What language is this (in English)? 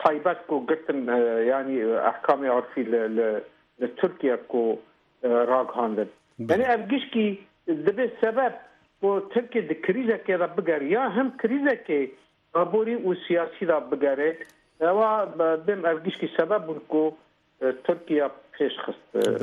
Kurdish